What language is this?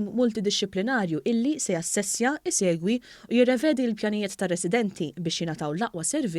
Maltese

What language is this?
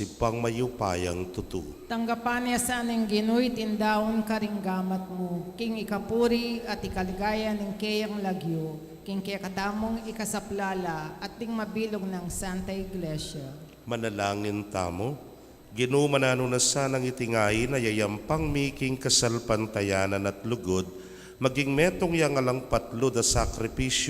Pampanga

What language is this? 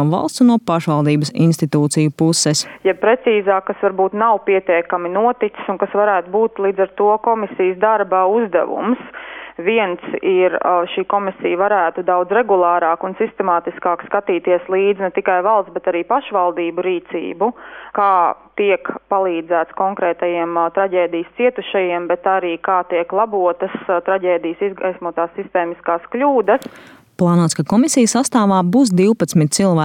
Latvian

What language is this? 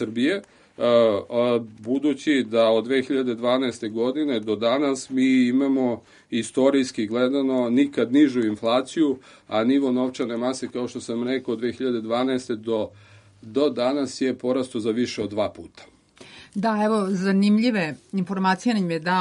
Serbian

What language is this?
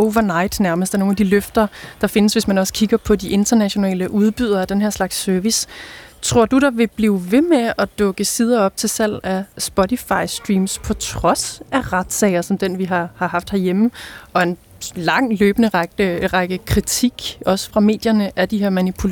Danish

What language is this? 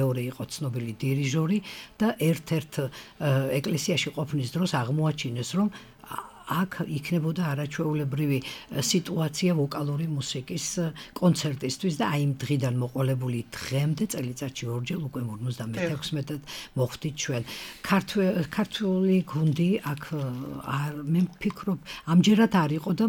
Georgian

